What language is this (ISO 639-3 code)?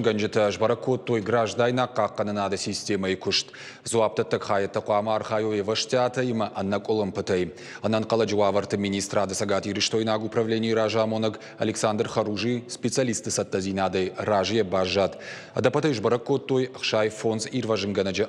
oss